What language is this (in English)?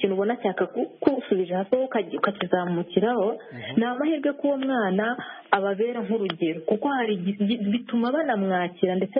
Kinyarwanda